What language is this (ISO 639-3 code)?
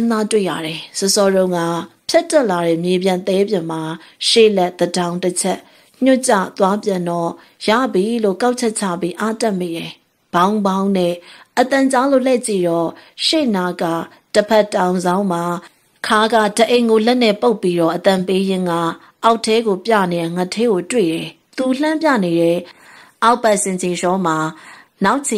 mya